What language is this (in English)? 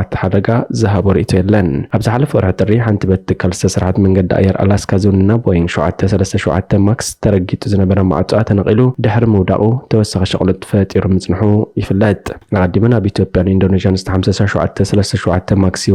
Tigrinya